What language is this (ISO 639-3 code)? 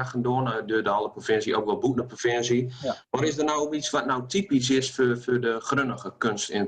gos